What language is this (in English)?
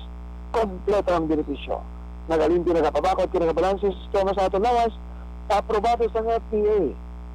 Hiligaynon